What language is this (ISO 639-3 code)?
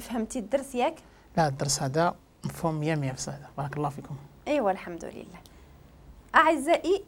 ary